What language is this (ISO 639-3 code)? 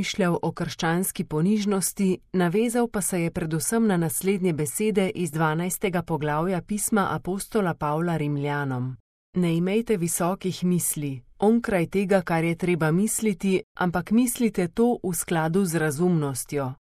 slv